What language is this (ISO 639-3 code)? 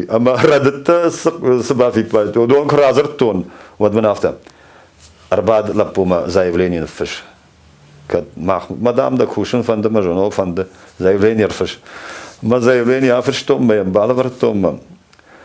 oss